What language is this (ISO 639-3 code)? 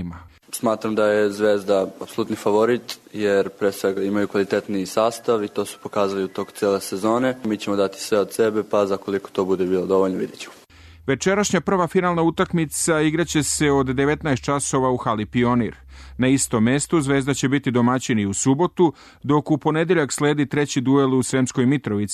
srp